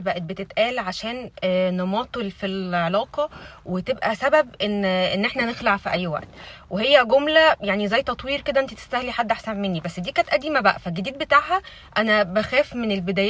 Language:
Egyptian Arabic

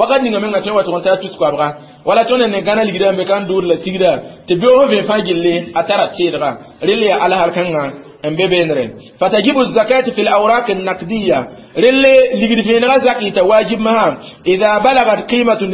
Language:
Mossi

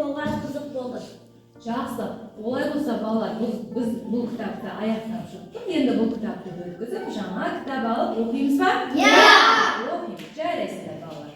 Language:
Kazakh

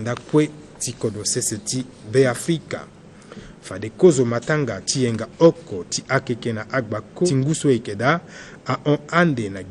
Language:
Sango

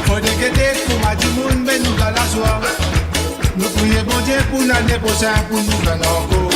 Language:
Morisyen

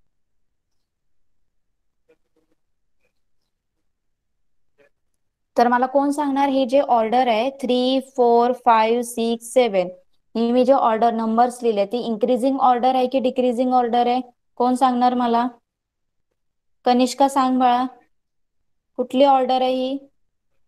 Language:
Marathi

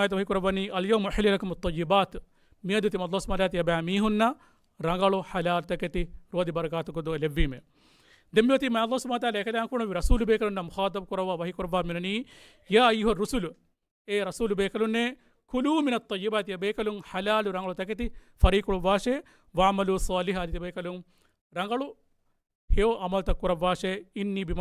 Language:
Divehi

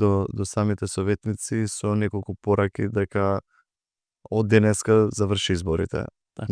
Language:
Macedonian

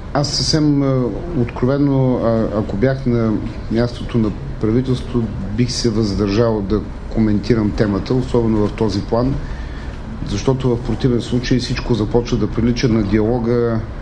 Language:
Bulgarian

